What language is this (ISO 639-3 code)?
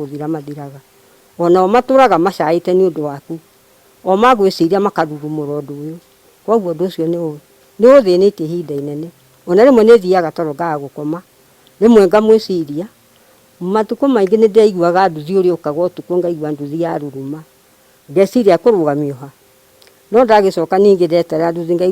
kik